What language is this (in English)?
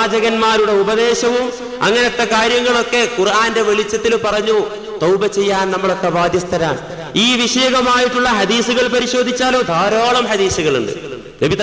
Malayalam